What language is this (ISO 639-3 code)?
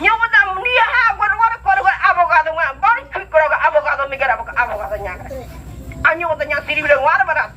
gym